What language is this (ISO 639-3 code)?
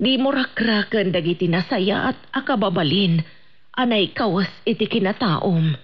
ilo